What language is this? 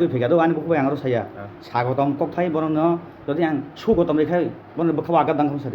Kok Borok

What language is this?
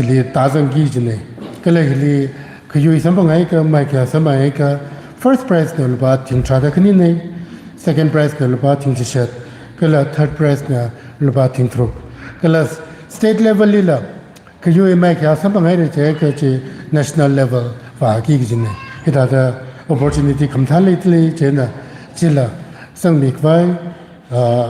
Tangkhul Naga (India)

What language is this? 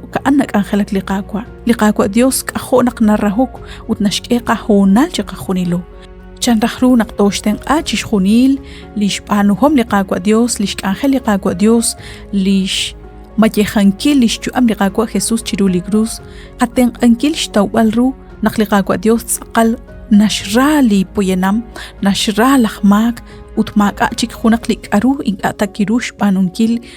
Kekchí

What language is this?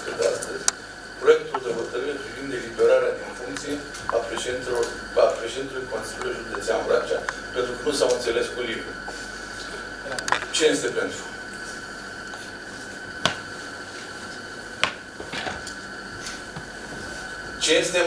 Romanian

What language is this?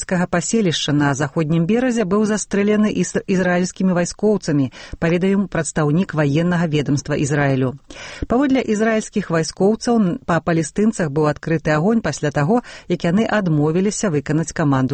Belarusian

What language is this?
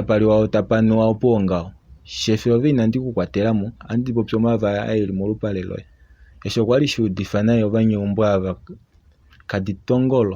Kuanyama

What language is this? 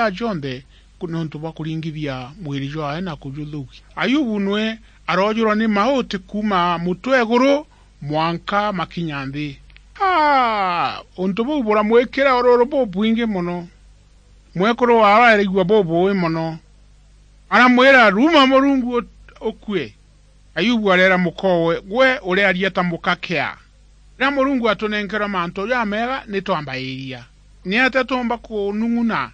Meru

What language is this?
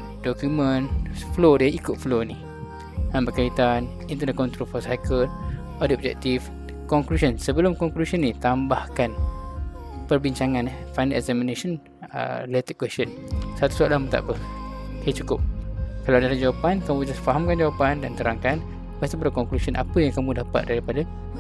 Malay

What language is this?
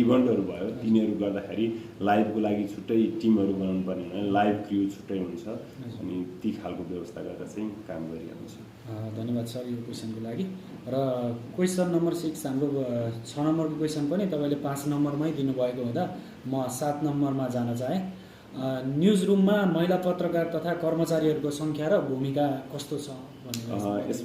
Nepali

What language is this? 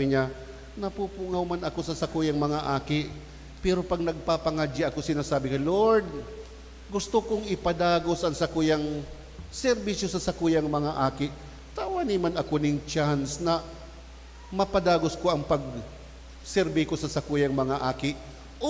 Bikol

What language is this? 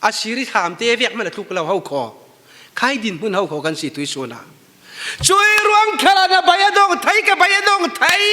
Falam Chin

